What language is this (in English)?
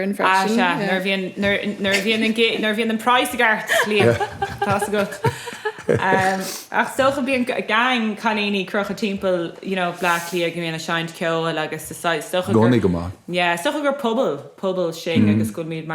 Irish